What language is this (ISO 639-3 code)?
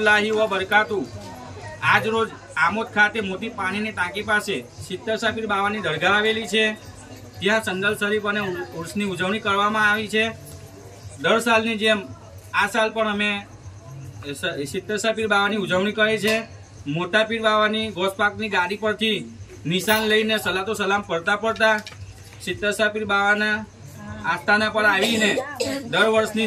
guj